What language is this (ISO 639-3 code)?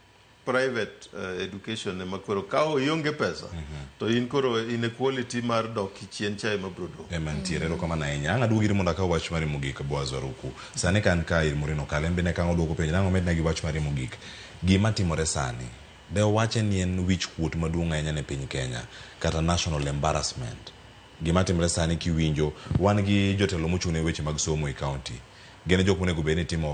luo